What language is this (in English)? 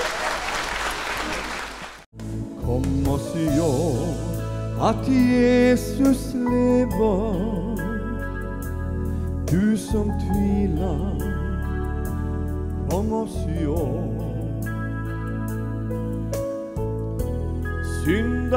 Norwegian